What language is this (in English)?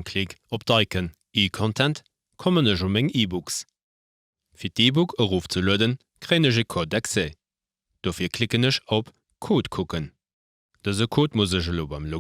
Luxembourgish